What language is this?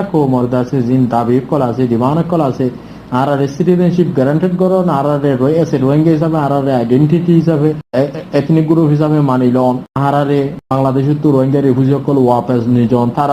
Rohingya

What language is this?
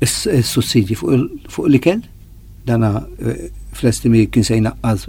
Maltese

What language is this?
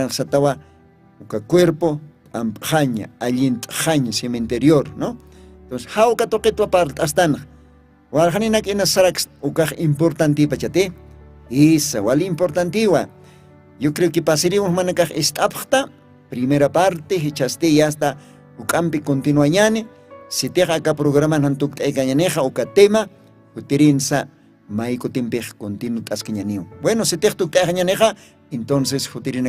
Aymara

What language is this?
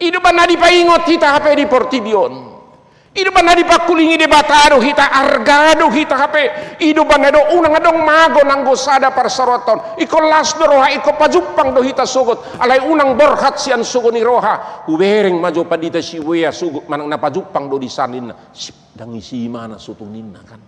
Batak Toba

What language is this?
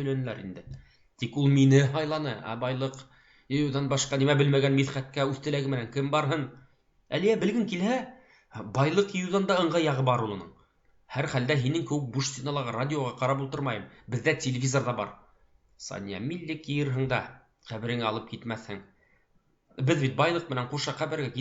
Bashkir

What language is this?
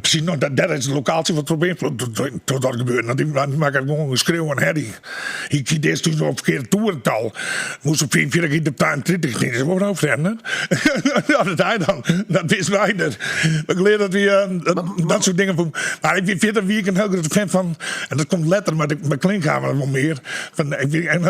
Western Frisian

